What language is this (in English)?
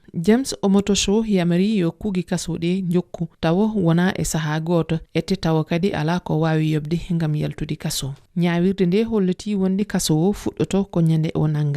Fula